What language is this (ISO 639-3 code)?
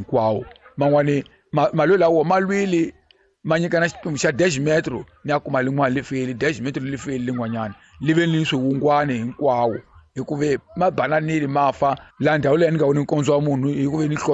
tso